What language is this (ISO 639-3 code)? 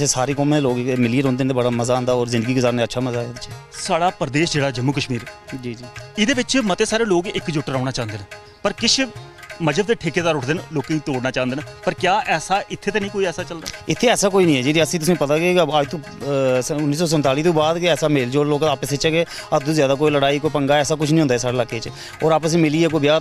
doi